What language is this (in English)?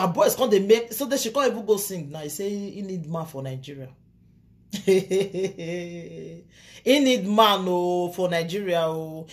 Nigerian Pidgin